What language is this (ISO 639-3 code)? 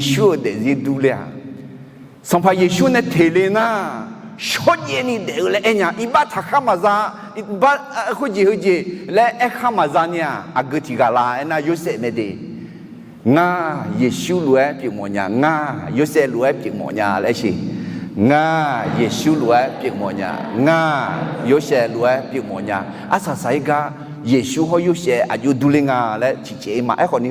ahk